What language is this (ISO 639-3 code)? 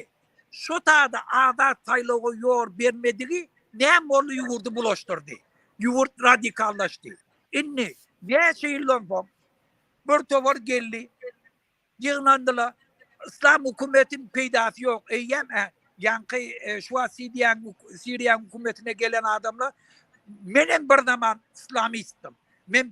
tuk